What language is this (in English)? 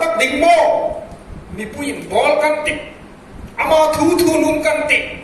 Hmar